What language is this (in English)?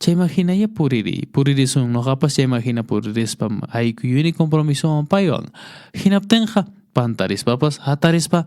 Quechua